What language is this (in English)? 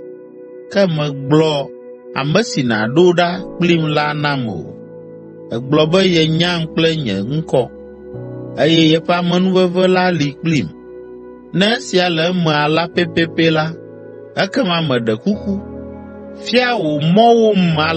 Ewe